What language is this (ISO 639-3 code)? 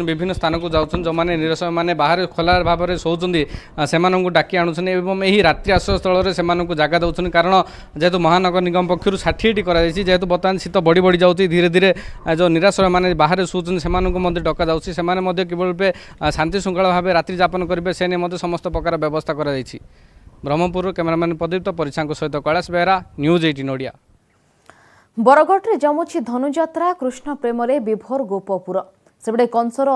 ori